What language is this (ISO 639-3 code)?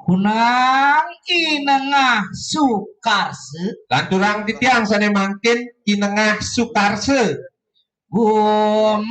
ban